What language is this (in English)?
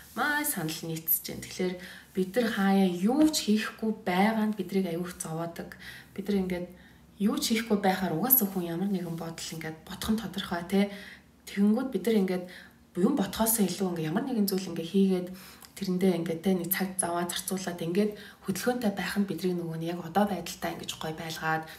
Mongolian